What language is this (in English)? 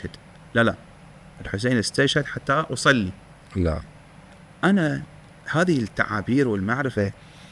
Mesopotamian Arabic